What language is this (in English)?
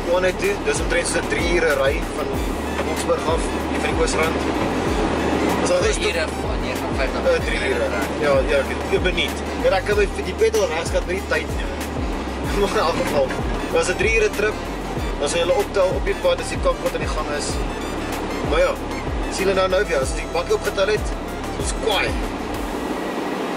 Afrikaans